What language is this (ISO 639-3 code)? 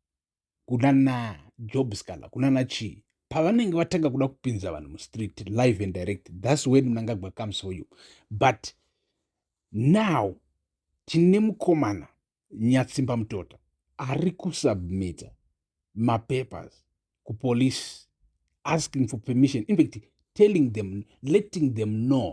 sna